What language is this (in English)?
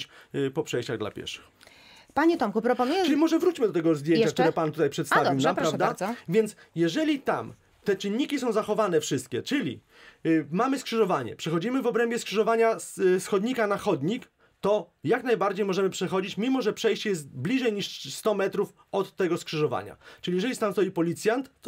Polish